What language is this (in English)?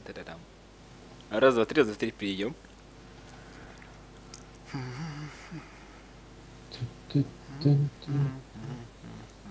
Russian